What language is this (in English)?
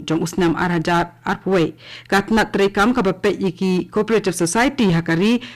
Khasi